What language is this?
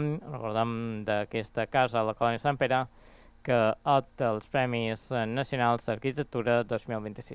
Catalan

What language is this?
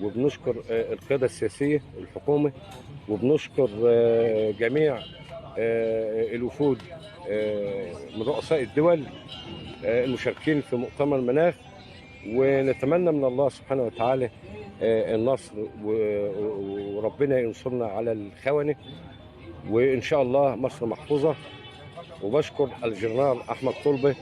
Egyptian Arabic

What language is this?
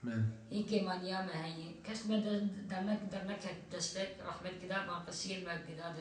Kurdish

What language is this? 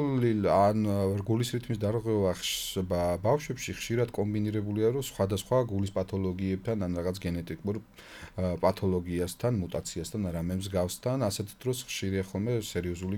Georgian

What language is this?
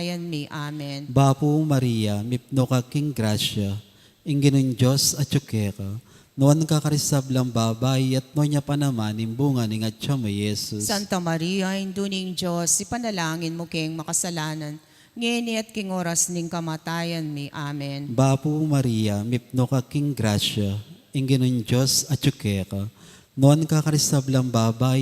Pampanga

